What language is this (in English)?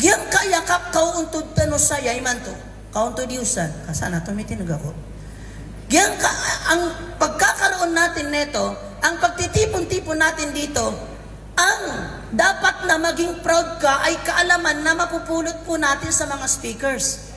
Maranao